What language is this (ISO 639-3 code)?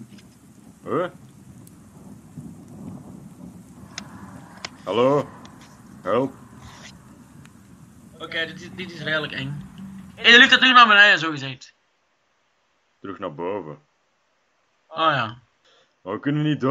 nld